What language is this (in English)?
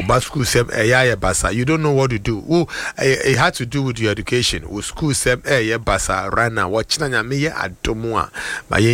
Akan